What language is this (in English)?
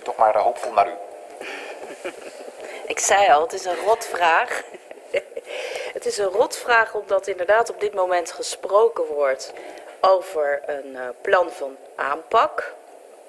Dutch